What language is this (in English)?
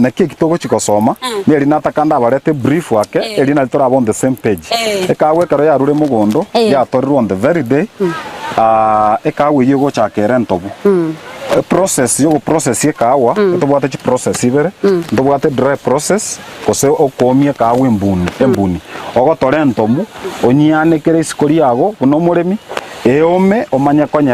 Gusii